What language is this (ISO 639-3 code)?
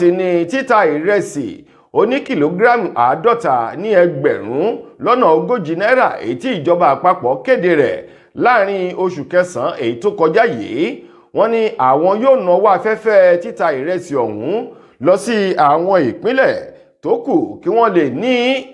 yor